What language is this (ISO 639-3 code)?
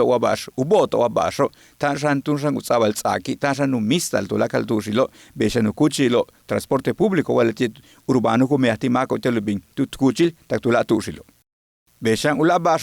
yua